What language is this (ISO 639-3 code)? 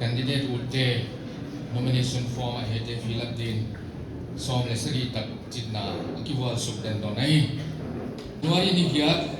pck